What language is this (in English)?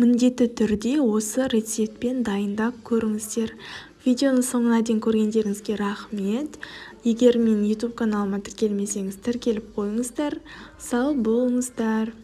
Kazakh